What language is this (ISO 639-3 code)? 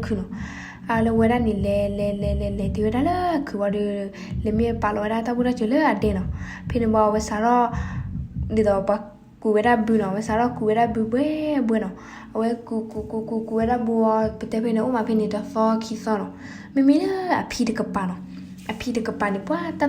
ksw